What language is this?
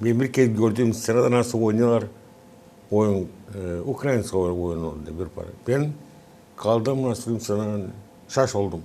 Gagauz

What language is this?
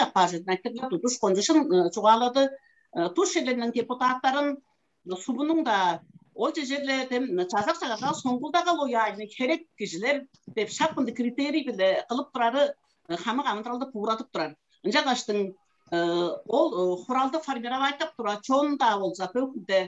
Tuvinian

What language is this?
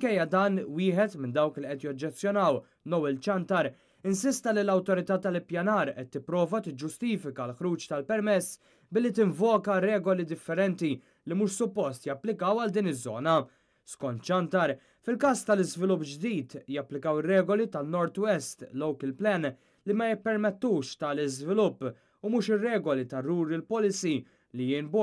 Maltese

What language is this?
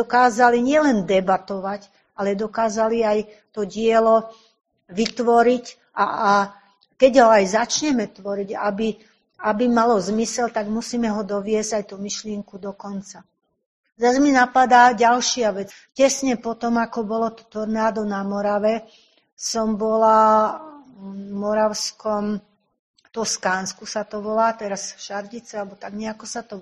Slovak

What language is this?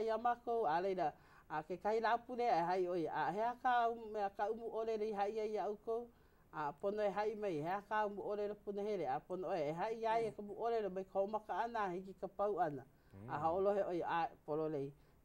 Hawaiian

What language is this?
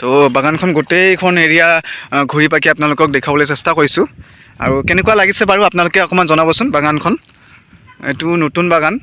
Assamese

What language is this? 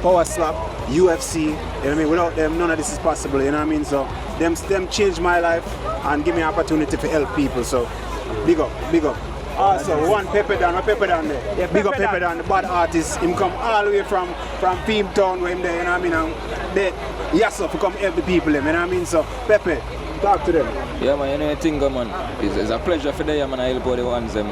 Jamaican Creole English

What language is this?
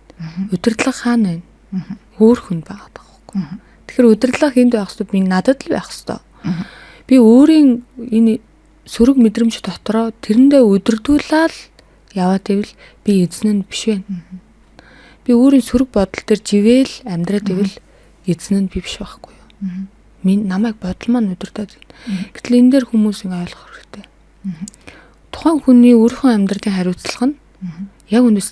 Mongolian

